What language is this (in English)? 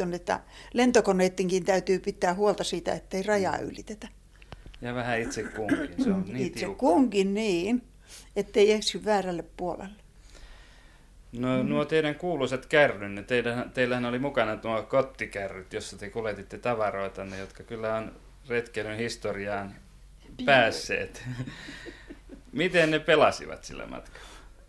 Finnish